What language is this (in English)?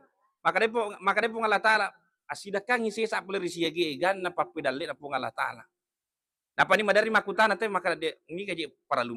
Buginese